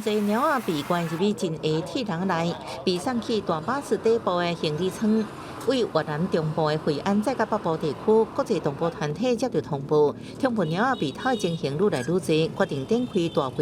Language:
Min Nan Chinese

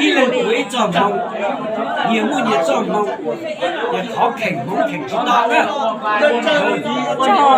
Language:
Hmong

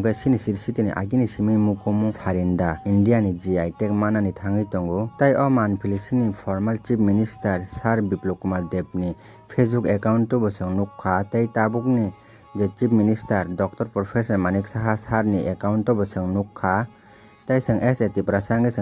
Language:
Kok Borok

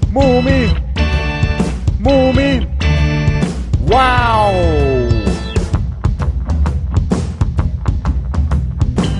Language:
Finnish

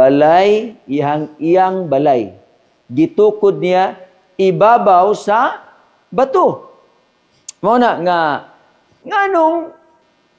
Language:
Cebuano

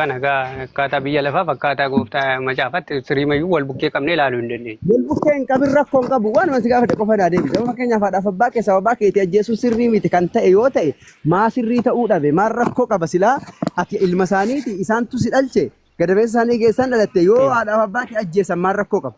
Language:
Oromo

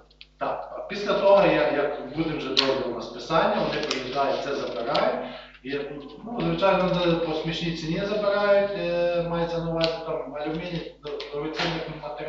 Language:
Ukrainian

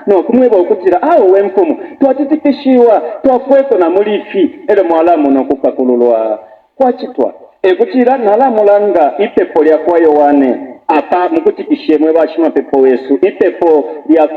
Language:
Bemba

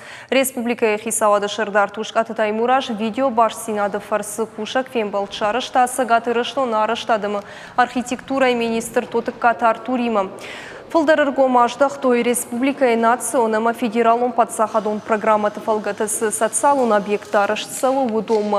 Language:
Ossetic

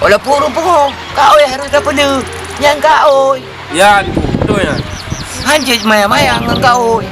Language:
Achinese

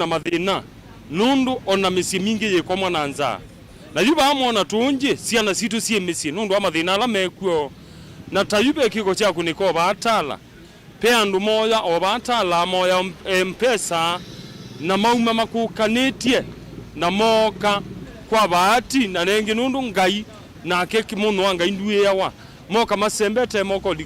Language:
Kamba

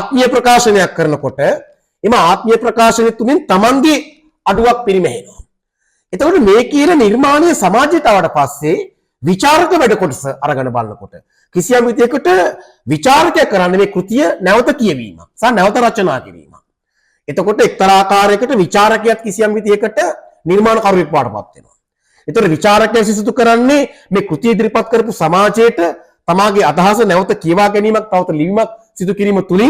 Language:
Sinhala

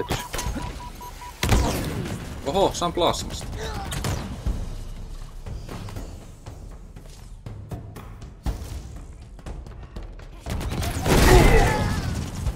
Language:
Finnish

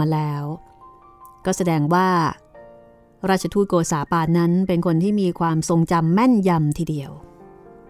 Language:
Thai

